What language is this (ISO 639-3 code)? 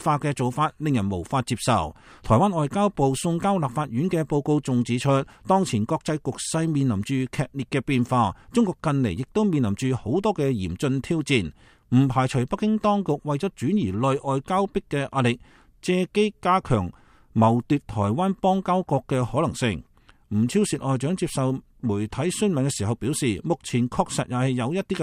yue